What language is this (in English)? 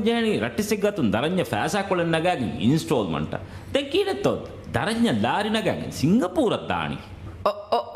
Divehi